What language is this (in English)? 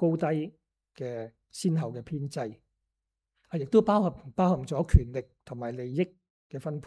Cantonese